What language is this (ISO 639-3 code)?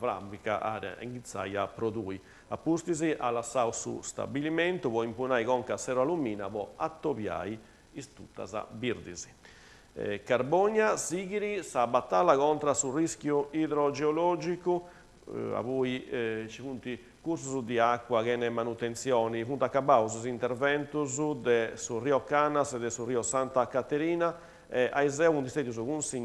srd